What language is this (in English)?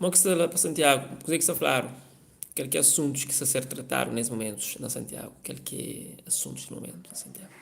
Kabuverdianu